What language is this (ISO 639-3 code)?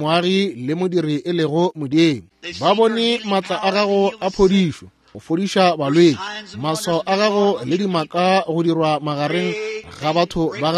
nso